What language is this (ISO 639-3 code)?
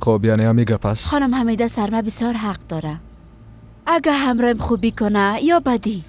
fas